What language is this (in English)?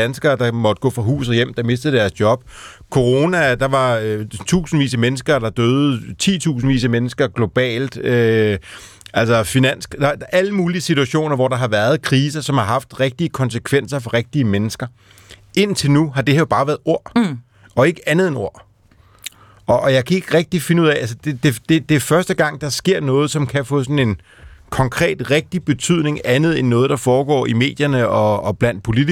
Danish